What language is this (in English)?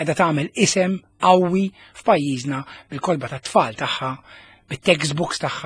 Maltese